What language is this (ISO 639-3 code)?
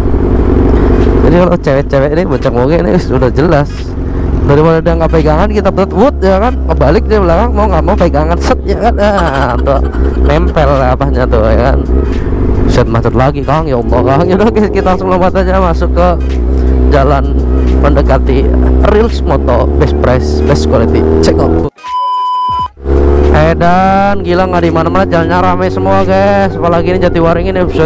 ind